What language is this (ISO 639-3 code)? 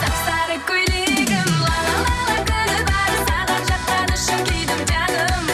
kaa